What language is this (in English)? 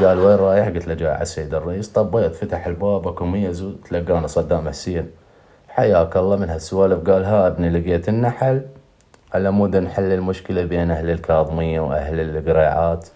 Mesopotamian Arabic